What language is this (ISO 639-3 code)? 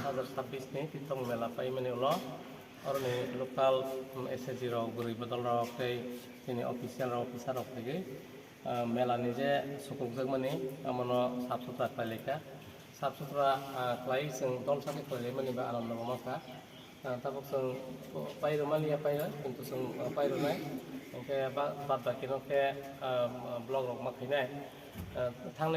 trp